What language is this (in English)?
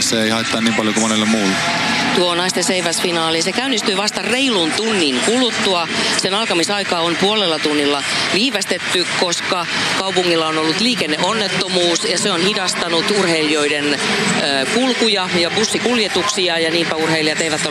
Finnish